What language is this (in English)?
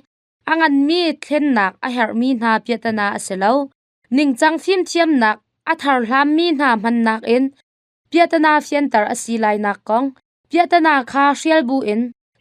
Hakha Chin